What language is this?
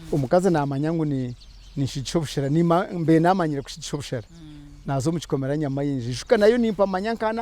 Nyankole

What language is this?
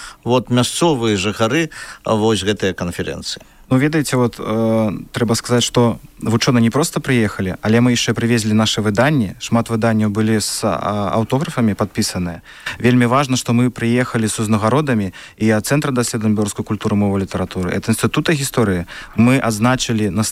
Belarusian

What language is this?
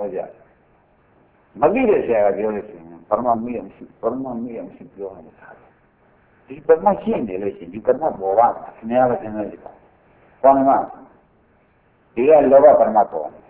Burmese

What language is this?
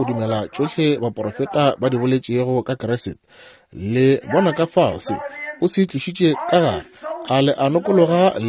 Northern Sotho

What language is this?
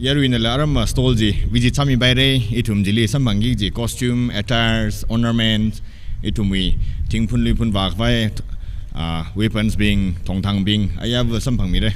Tangkhul Naga (India)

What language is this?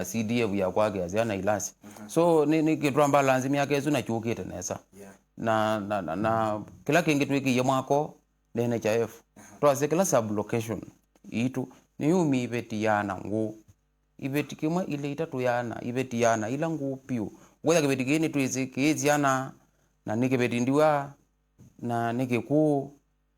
Kamba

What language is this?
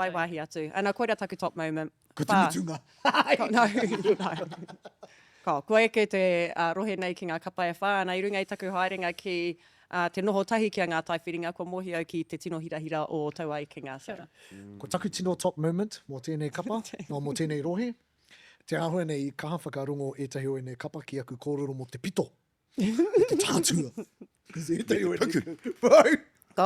Māori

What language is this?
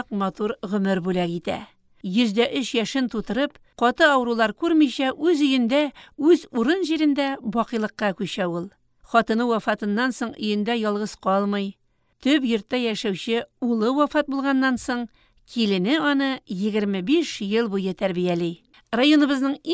Tatar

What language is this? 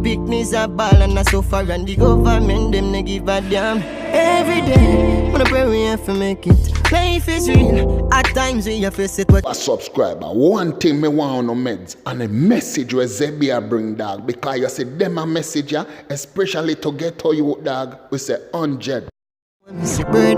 Jamaican Creole English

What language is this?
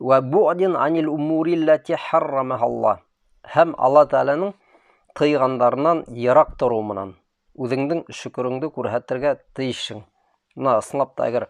Bashkir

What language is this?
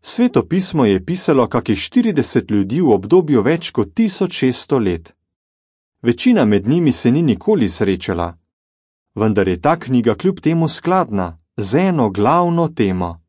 Slovenian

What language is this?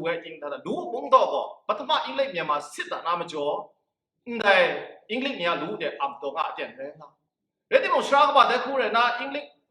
Kachin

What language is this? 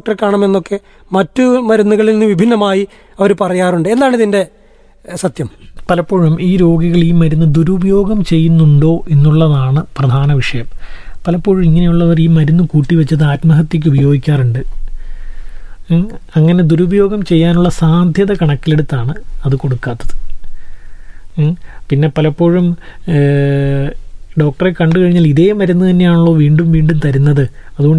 Malayalam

